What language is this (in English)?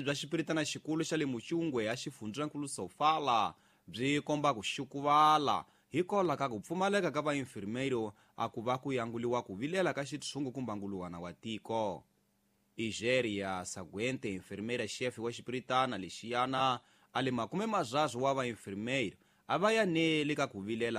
Tsonga